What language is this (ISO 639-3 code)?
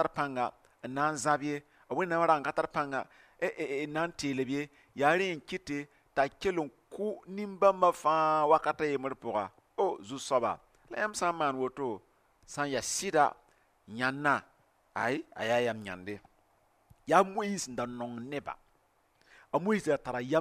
mos